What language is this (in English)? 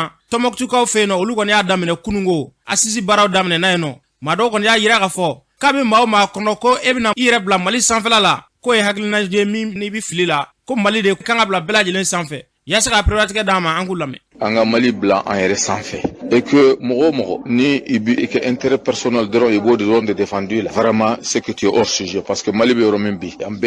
Bambara